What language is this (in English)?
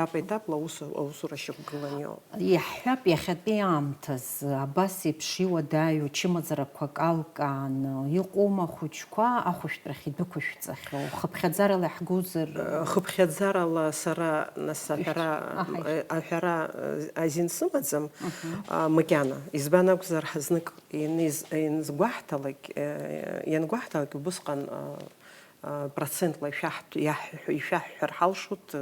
Abkhazian